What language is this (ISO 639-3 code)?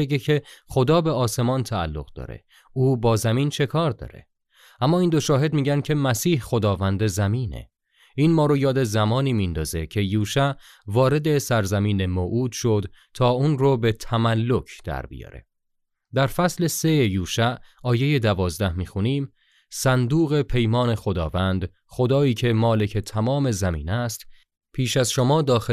fas